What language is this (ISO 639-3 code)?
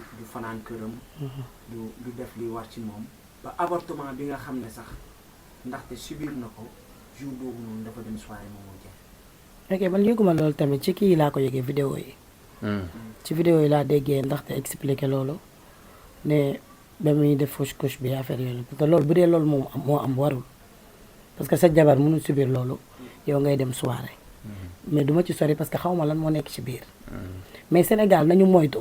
wol